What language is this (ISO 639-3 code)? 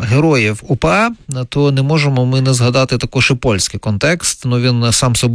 ukr